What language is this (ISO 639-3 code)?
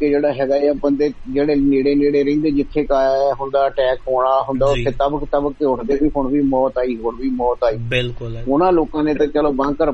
pan